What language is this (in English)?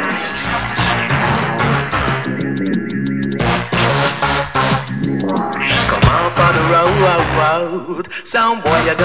English